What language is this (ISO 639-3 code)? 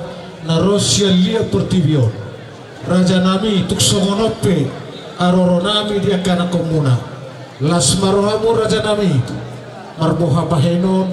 bbc